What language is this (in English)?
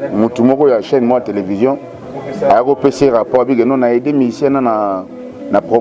Lingala